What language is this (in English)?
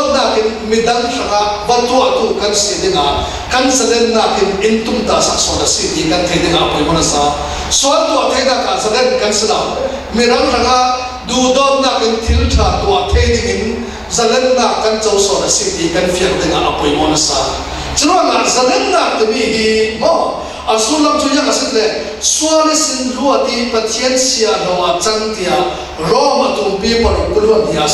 Falam Chin